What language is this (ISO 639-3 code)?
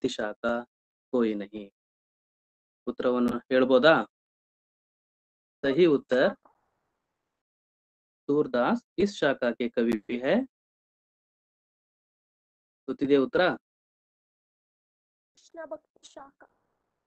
kan